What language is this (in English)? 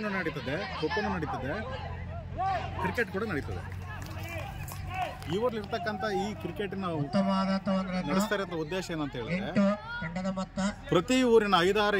Kannada